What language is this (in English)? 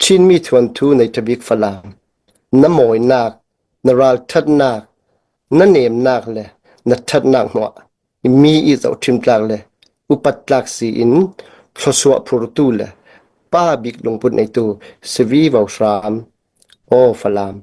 Falam Chin